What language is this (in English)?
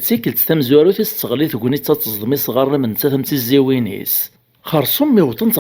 Kabyle